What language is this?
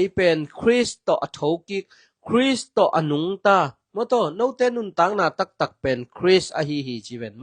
Tedim Chin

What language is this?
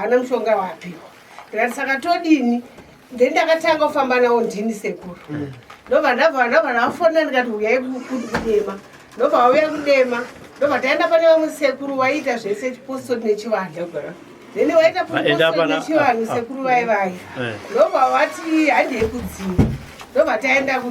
Shona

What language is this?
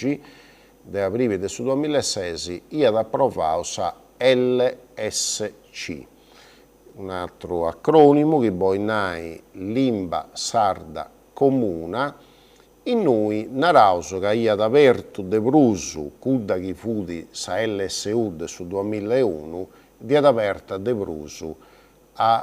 Sardinian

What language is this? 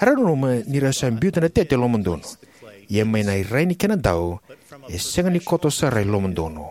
Fijian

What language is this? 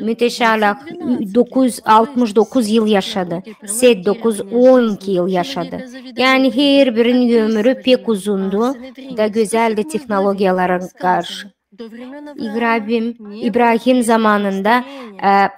Gagauz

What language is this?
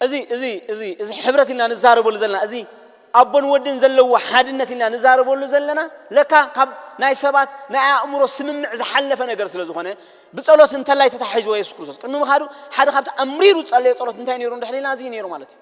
Tigrinya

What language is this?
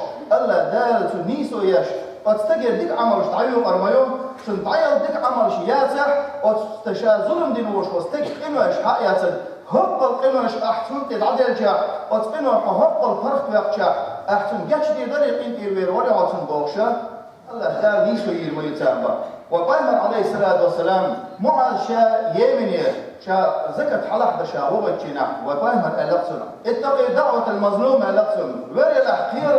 Chechen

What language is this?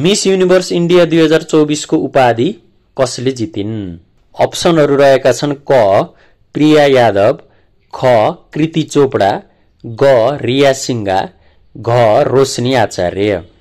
Nepali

